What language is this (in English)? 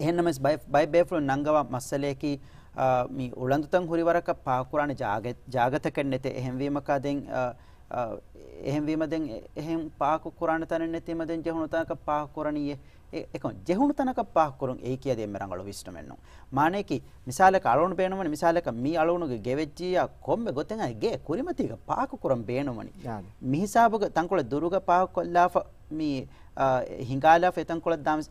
Divehi